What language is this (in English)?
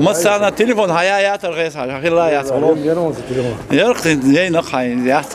Chechen